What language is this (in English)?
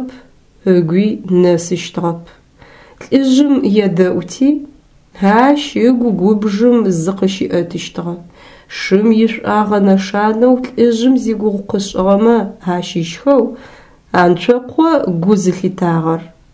Adyghe